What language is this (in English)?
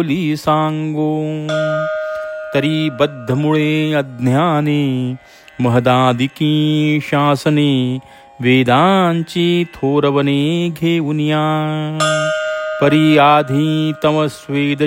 Marathi